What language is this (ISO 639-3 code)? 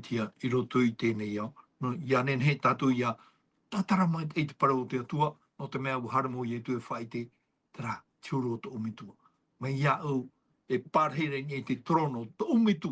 tah